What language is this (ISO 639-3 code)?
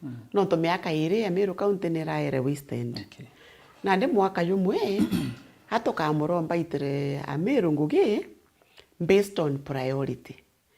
mer